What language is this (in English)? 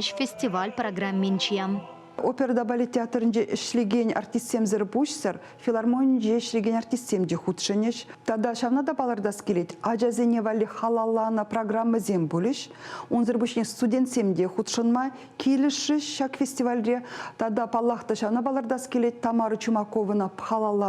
Chuvash